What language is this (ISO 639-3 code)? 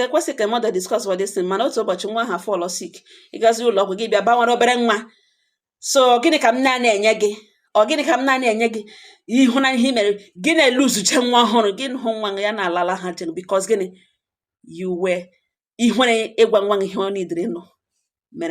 ibo